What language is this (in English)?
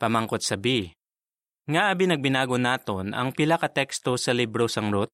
Hiligaynon